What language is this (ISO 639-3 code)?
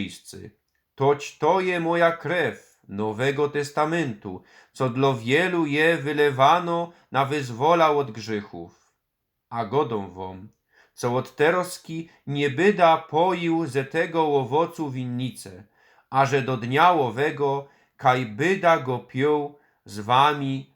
szl